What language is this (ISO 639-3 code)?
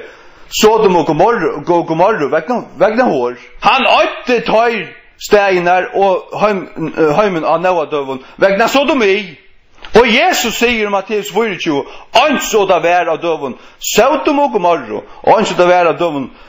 fao